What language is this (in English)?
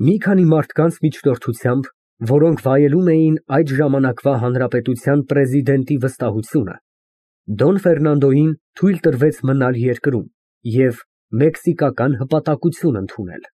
Armenian